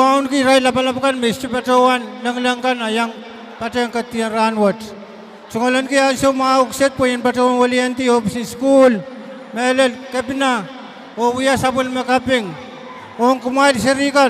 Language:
Pohnpeian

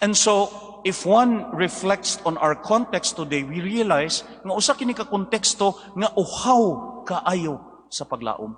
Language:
Cebuano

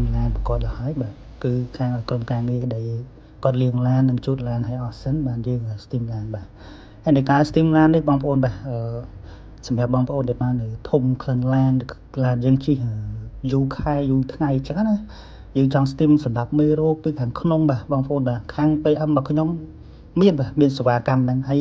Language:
Khmer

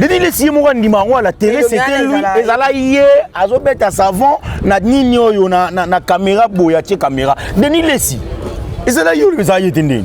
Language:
Lingala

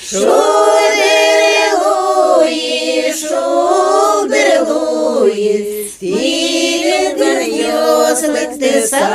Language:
Udmurt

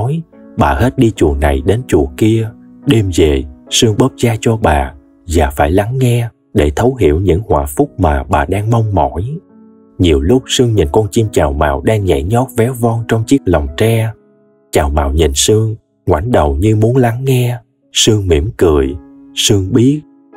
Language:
Vietnamese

